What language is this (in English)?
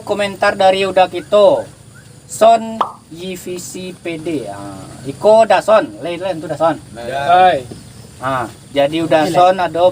Minangkabau